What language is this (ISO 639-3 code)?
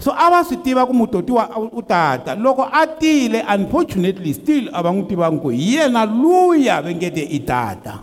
tso